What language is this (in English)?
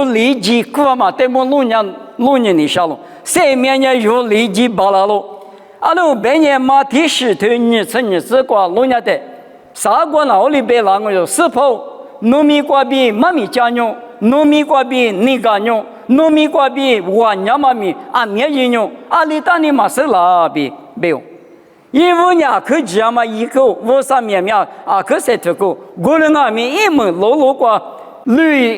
Lisu